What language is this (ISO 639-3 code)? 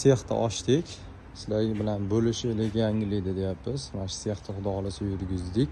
uzb